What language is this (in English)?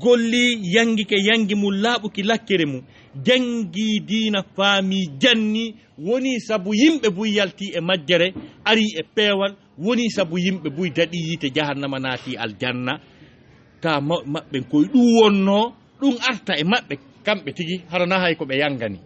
Fula